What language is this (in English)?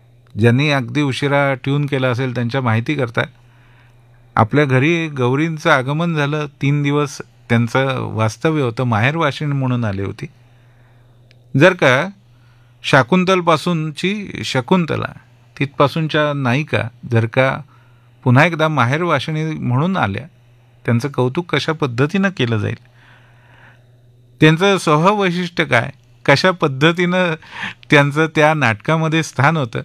Marathi